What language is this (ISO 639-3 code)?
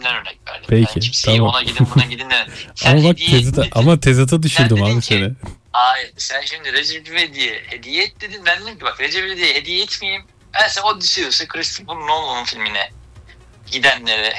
tur